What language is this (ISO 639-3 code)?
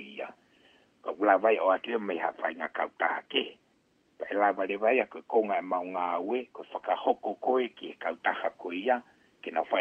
ton